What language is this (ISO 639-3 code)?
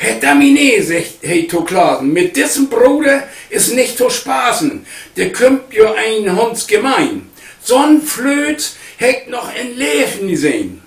nds